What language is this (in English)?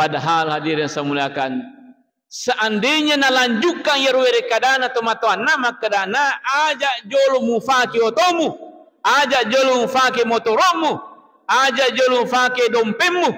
Buginese